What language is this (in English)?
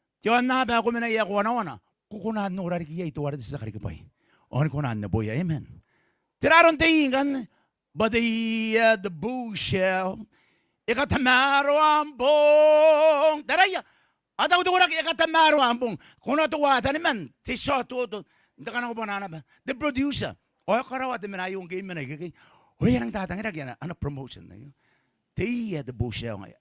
Gilbertese